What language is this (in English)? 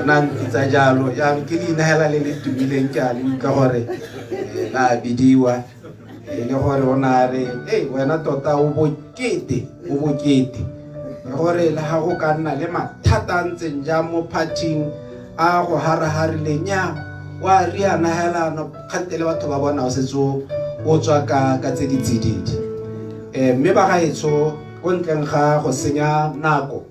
Tswana